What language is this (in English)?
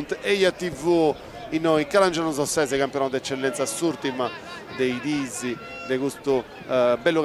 Sardinian